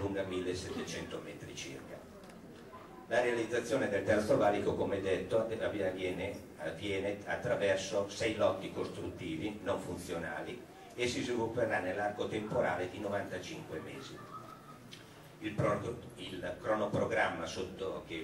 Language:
Italian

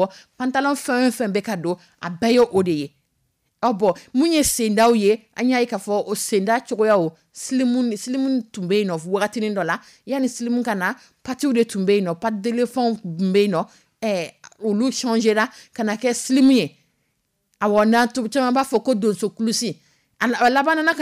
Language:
Dyula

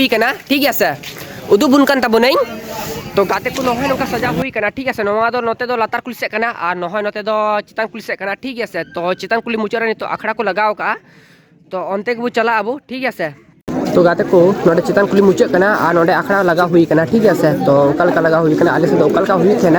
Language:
Santali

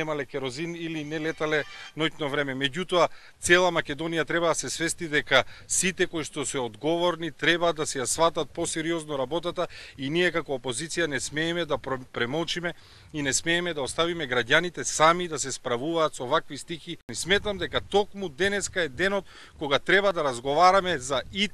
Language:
Macedonian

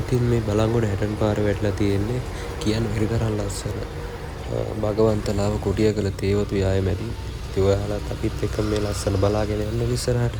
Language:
Sinhala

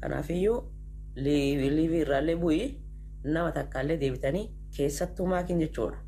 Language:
Oromo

